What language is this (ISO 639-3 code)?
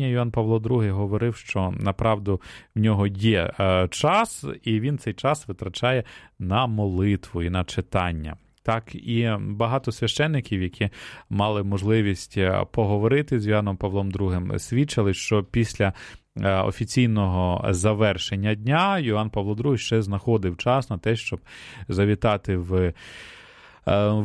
ukr